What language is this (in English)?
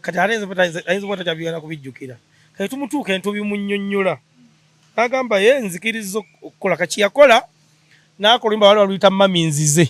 Ganda